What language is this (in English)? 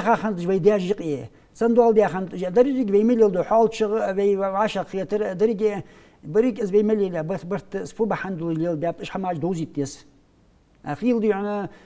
Ingush